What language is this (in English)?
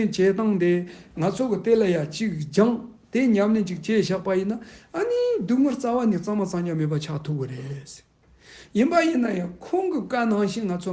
Tibetan